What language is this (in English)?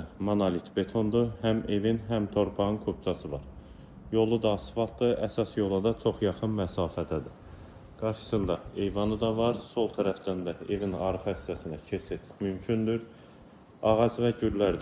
Azerbaijani